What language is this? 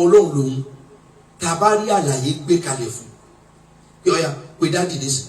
Yoruba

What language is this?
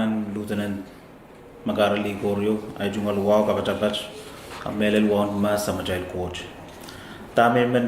Pohnpeian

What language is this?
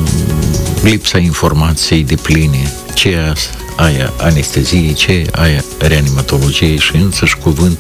Romanian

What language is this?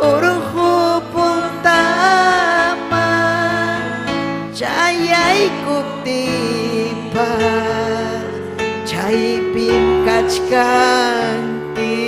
Ayacucho Quechua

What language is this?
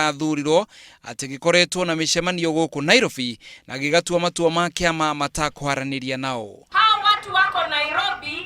Kikuyu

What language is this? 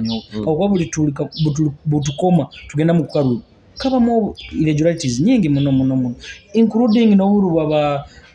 Nyoro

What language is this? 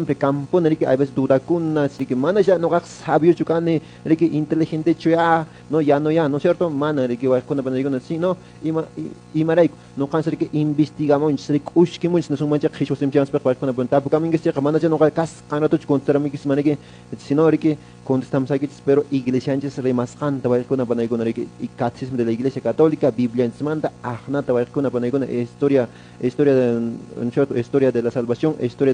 Quechua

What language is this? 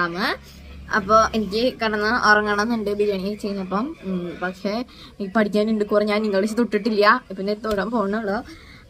Malayalam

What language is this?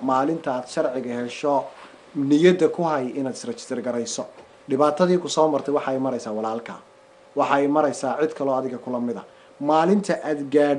Somali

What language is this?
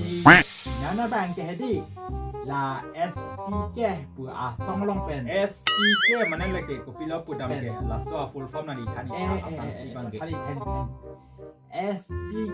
Karbi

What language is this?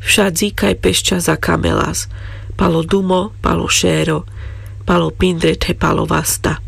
Carpathian Romani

